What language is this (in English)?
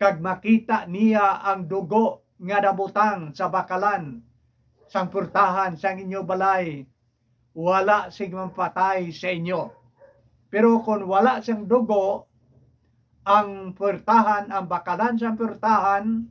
Hiligaynon